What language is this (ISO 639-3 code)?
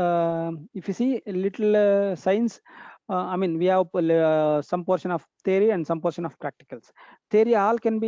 eng